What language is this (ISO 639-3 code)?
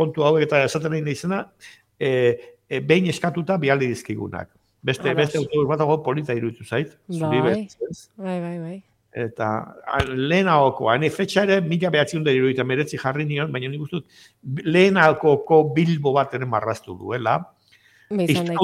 eus